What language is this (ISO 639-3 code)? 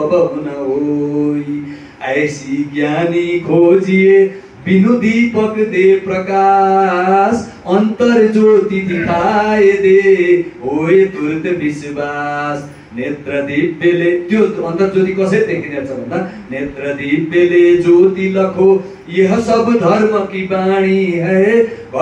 nep